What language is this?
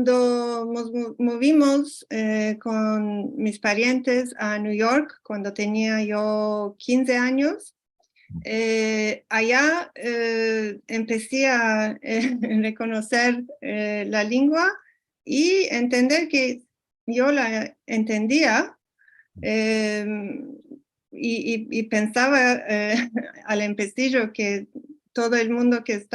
Ladino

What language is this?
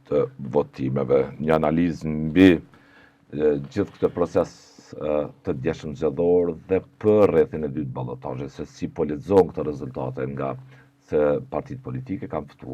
Albanian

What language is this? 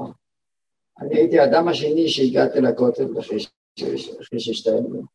Hebrew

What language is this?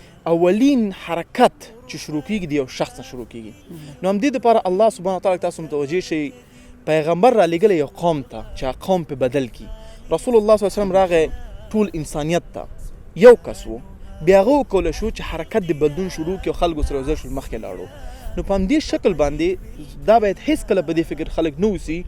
Pashto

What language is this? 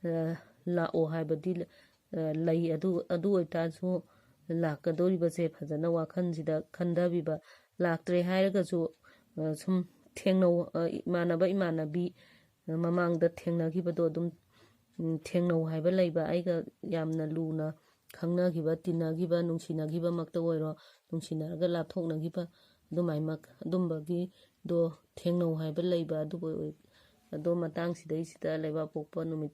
Manipuri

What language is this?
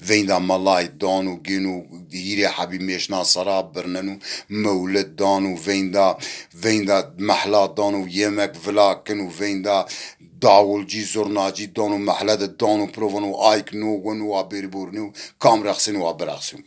Zaza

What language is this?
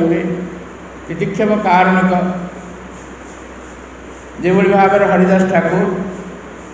Odia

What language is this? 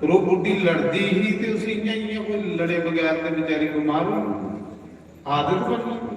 Dogri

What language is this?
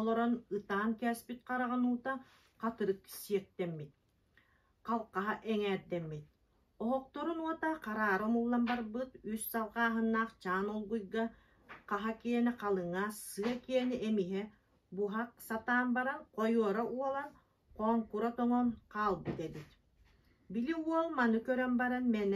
Yakut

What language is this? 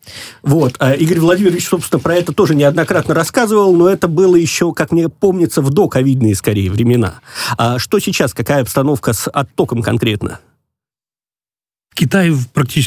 Russian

